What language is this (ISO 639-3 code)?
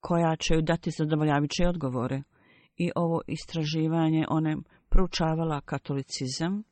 bos